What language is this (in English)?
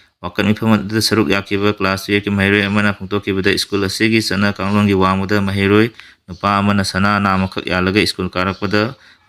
Manipuri